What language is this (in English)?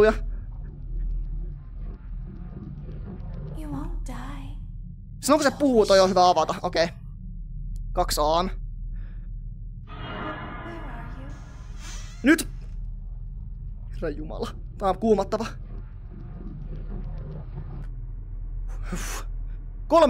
Finnish